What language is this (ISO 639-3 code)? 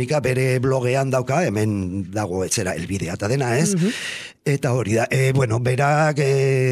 eus